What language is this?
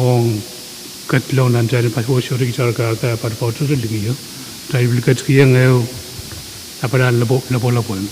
Pohnpeian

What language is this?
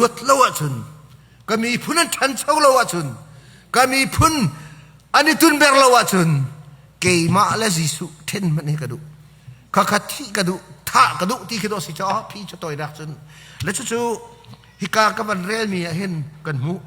Hakha Chin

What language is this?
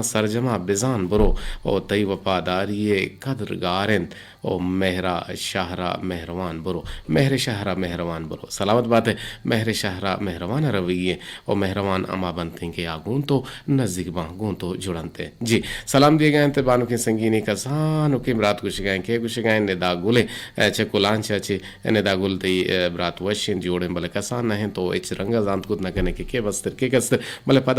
Eastern Balochi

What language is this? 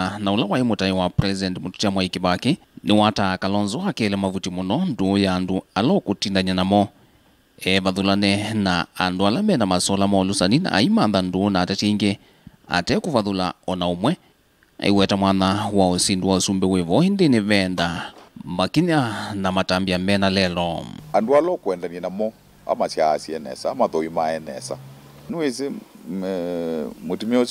Kamba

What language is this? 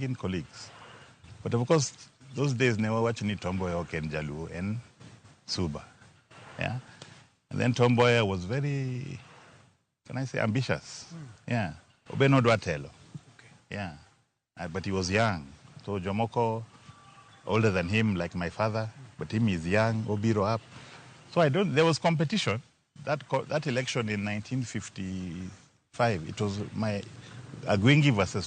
Luo (Kenya and Tanzania)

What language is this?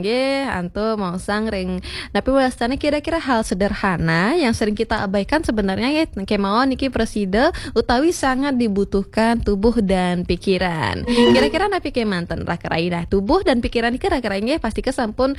Balinese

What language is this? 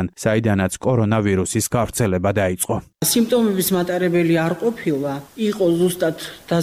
Georgian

